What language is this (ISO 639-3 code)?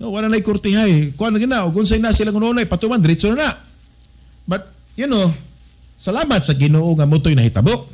ceb